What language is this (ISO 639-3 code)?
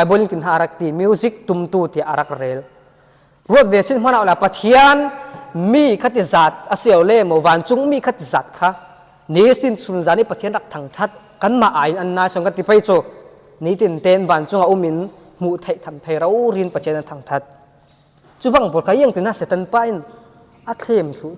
cfm